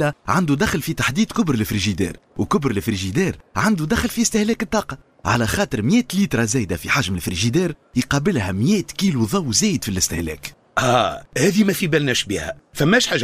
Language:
Tunisian Arabic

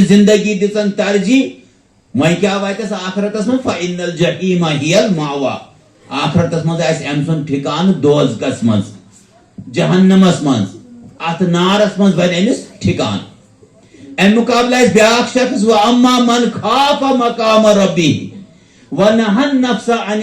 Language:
Kashmiri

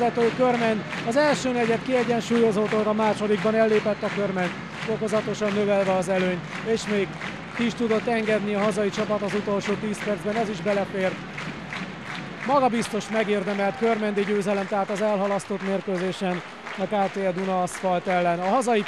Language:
Hungarian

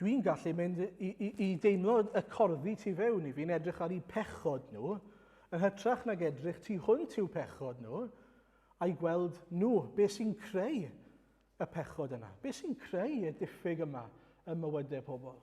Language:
Welsh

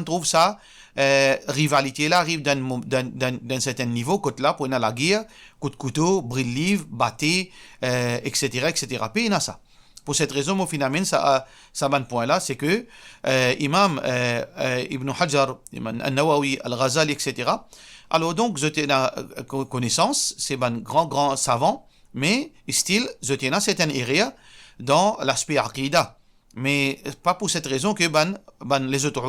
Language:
Morisyen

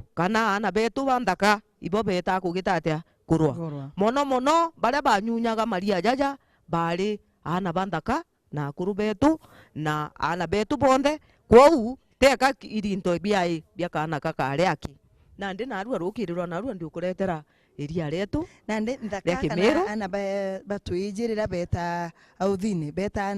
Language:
Meru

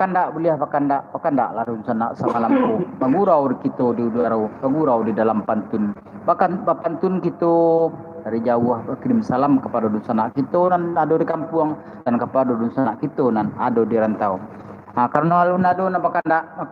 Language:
Minangkabau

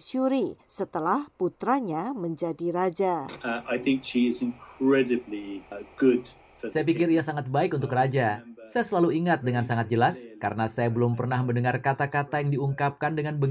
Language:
Indonesian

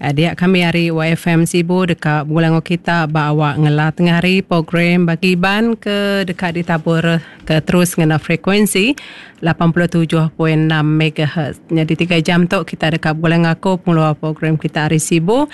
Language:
Iban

